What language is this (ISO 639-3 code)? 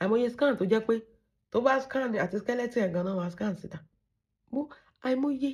yor